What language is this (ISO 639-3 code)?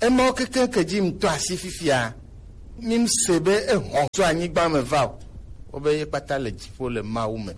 gej